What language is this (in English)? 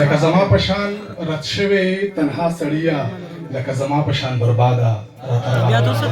Pashto